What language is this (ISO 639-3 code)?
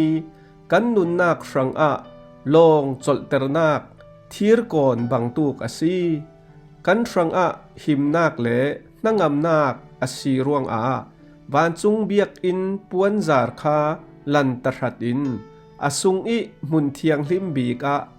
cfm